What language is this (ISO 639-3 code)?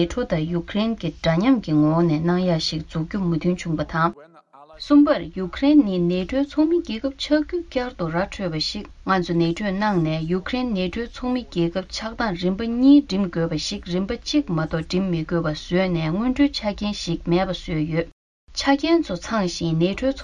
bod